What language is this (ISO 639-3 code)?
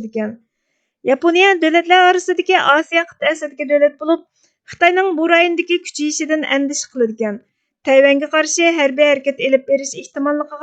uig